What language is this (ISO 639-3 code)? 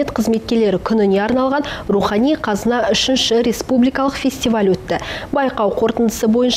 kaz